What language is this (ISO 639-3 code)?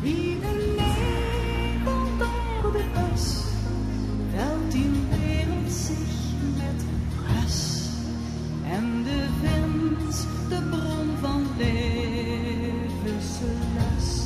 lim